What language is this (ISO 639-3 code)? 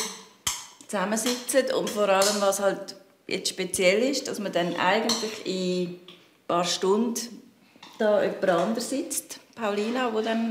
gsw